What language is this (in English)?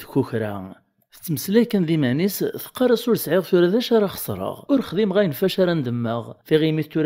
Kabyle